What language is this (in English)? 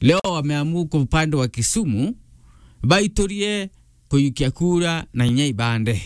Meru